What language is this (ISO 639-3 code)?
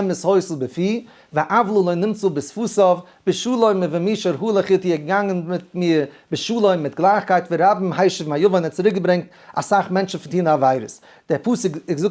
yid